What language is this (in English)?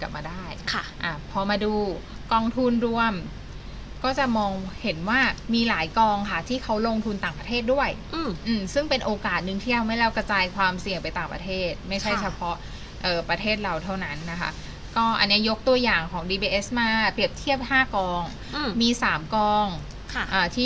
Thai